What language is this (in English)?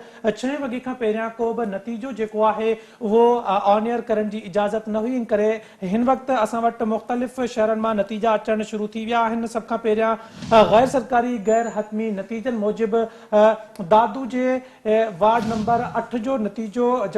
Sindhi